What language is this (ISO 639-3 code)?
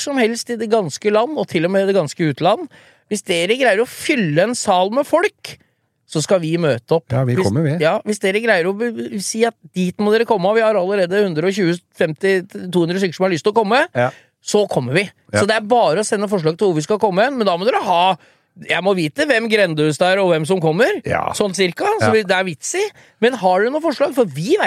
nor